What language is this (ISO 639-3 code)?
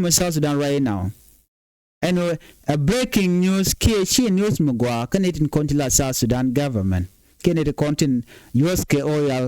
nus